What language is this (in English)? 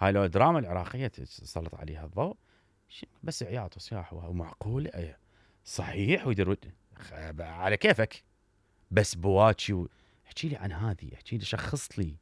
Mesopotamian Arabic